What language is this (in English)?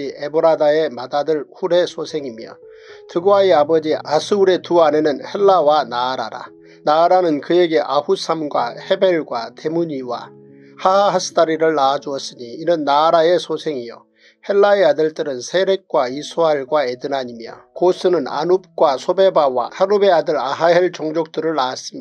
Korean